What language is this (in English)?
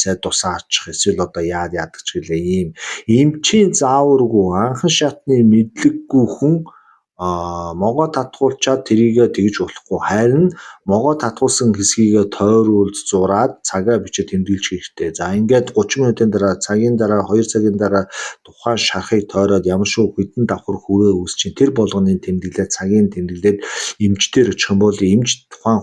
Mongolian